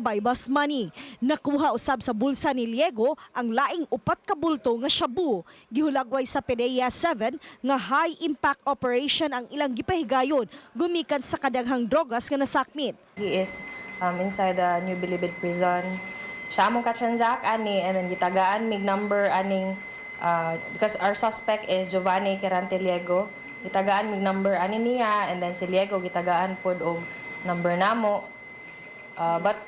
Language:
Cebuano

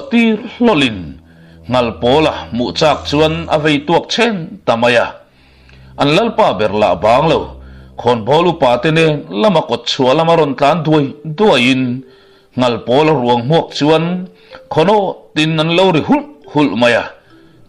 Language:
Mizo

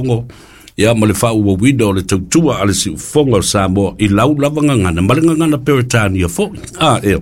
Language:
Samoan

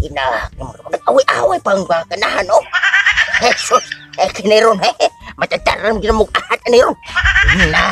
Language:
Cebuano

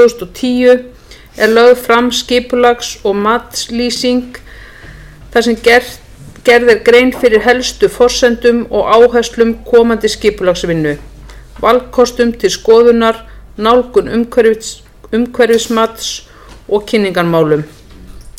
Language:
Icelandic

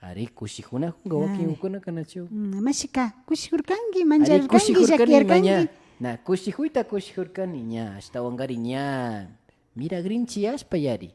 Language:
Imbabura Highland Quichua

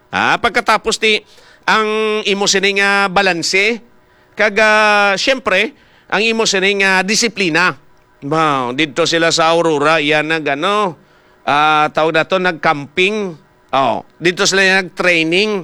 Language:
Hiligaynon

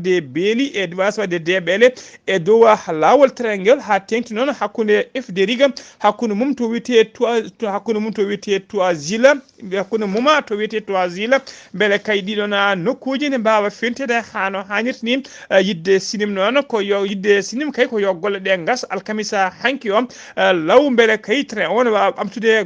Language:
Fula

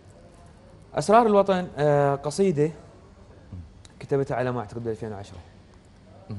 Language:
Mesopotamian Arabic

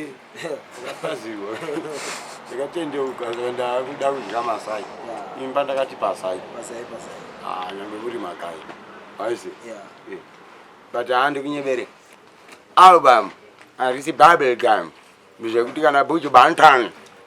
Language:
Shona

